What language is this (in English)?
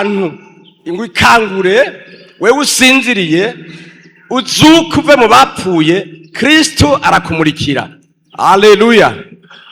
Rundi